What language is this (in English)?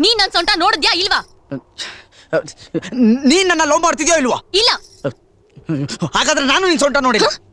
Kannada